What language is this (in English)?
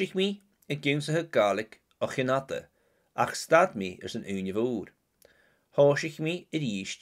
Scottish Gaelic